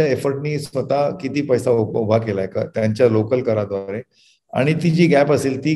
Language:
Marathi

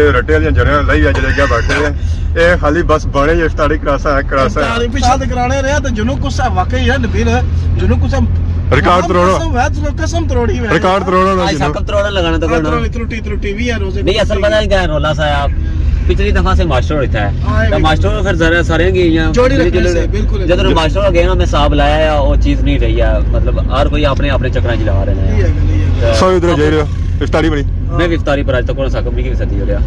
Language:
Pahari-Potwari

